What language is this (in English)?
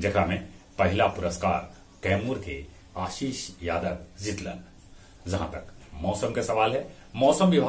Magahi